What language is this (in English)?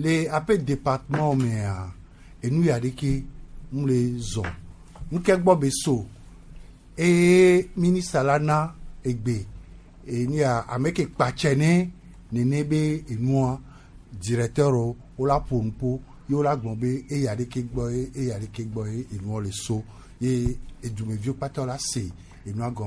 Gen